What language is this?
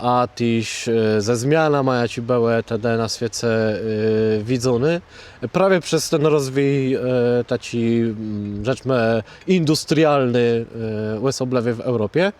Kashubian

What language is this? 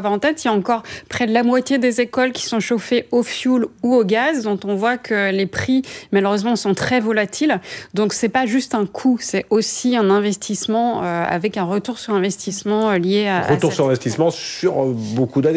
French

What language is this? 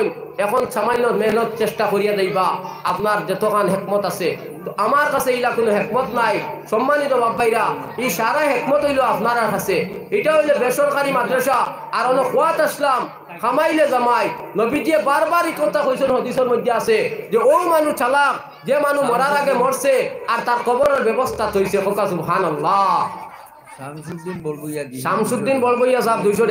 Sylheti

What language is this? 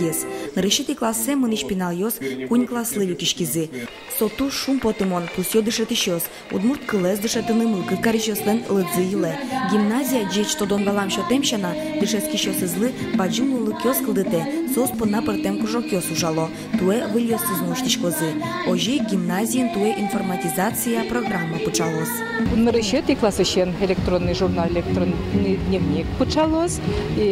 Udmurt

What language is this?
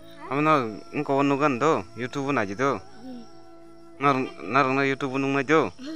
Kok Borok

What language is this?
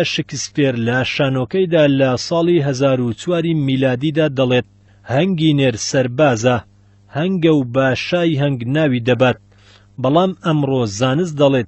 Central Kurdish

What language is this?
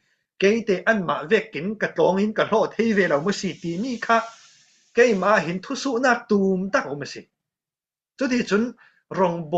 Falam Chin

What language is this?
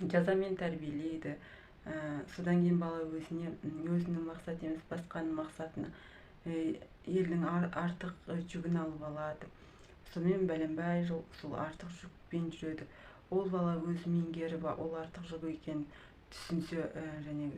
Kazakh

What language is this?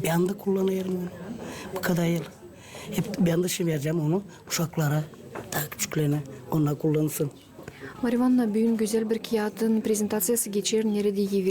Gagauz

